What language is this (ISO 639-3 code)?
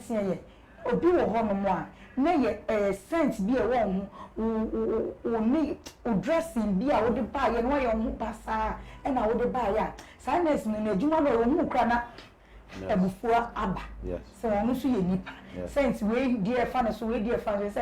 aka